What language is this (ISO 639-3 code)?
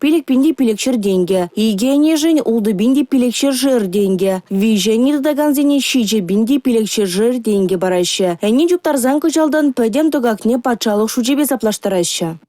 chv